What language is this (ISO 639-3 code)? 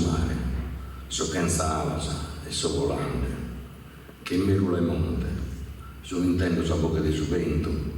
srd